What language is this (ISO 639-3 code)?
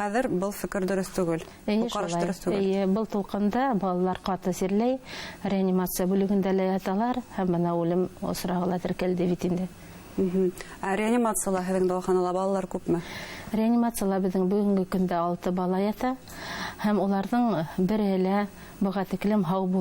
bak